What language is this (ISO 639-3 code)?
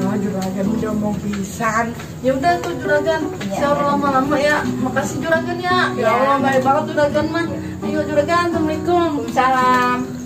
bew